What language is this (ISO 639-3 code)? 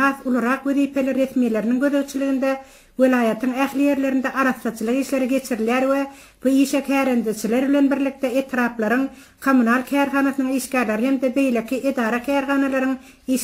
tuk